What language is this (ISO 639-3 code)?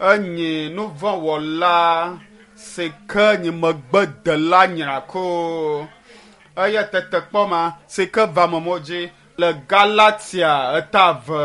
ewe